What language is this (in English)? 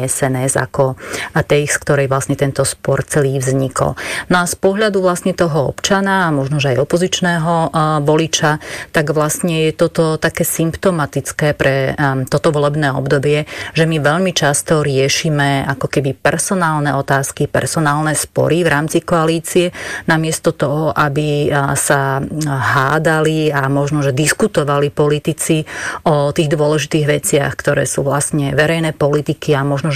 Slovak